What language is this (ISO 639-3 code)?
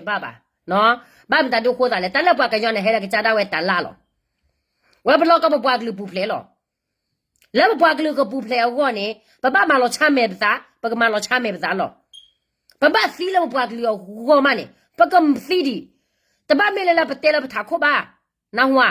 ksw